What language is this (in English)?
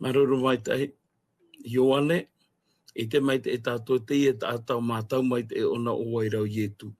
Tahitian